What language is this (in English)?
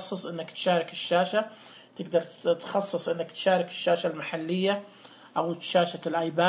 Najdi Arabic